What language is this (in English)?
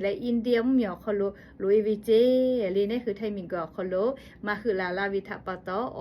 Lahu